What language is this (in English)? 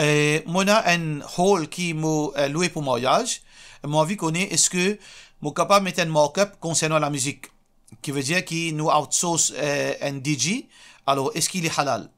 Morisyen